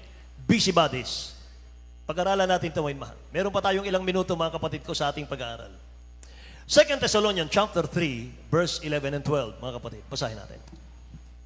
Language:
Filipino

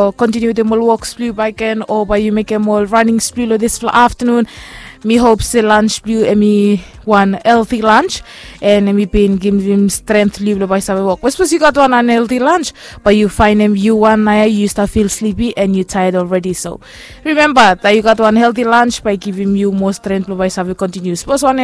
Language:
Bislama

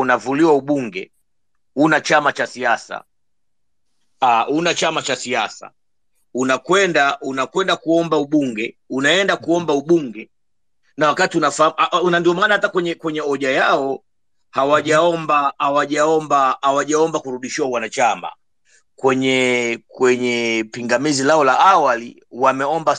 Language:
Swahili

